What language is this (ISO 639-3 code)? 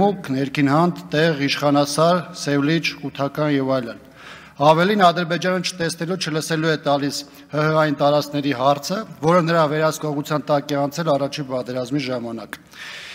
hye